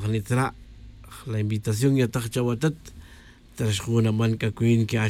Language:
Tz'utujil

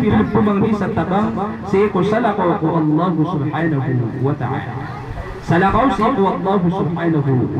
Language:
Maranao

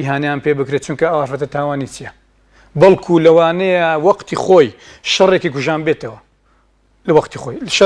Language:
Central Kurdish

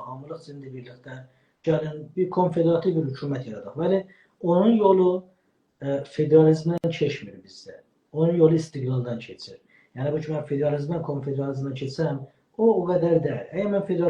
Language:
South Azerbaijani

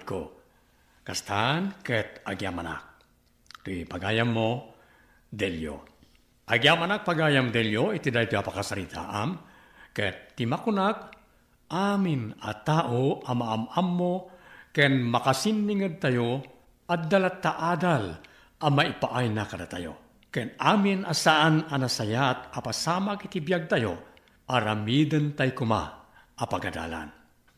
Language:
Iloko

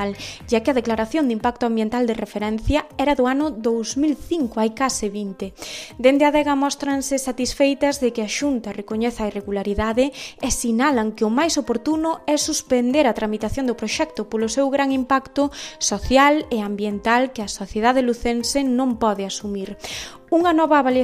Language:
Galician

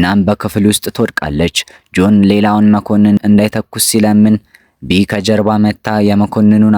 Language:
Amharic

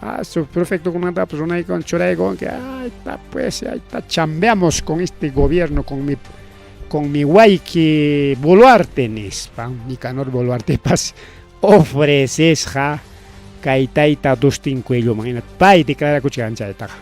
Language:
Ayacucho Quechua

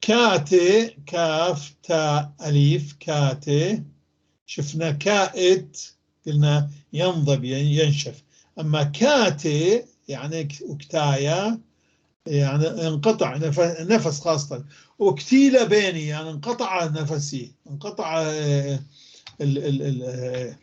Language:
North Levantine Arabic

